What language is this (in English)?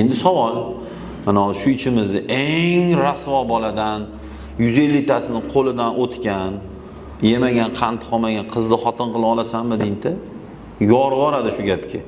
Uzbek